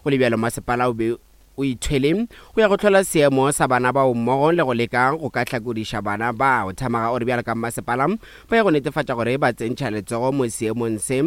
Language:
Northern Sotho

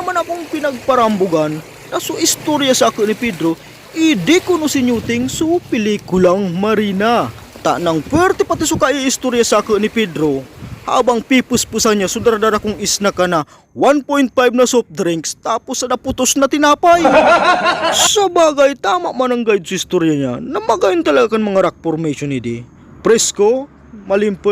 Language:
Bikol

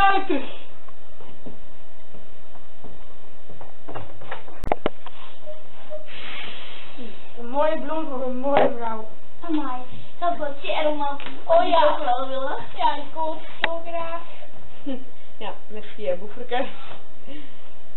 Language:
Dutch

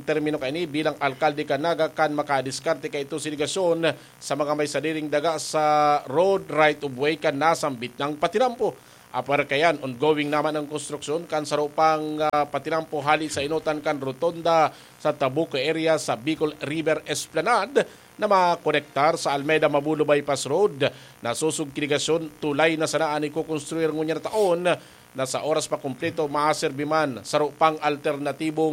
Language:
Bikol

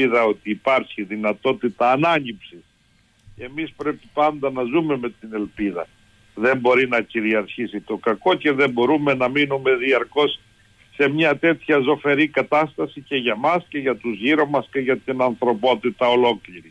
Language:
Greek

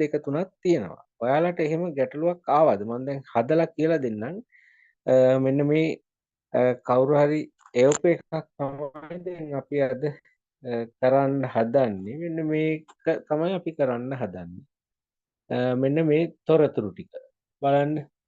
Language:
Sinhala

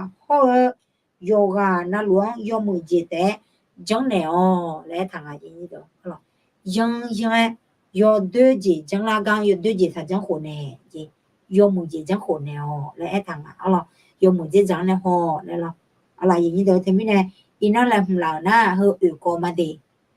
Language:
Akha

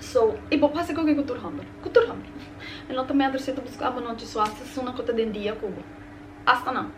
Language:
Papiamento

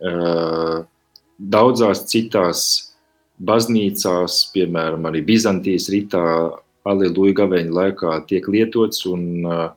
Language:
Latvian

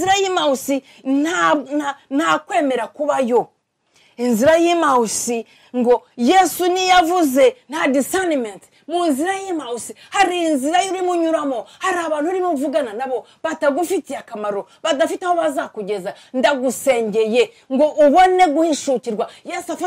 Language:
Kinyarwanda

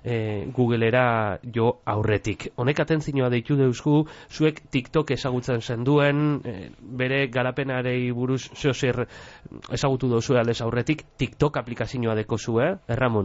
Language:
Basque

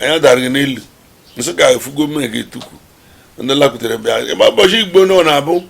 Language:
Igbo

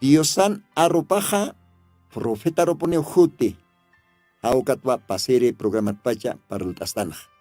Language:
Aymara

